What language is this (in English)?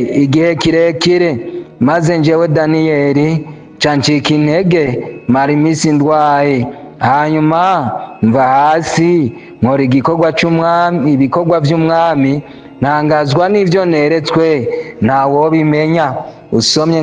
Rundi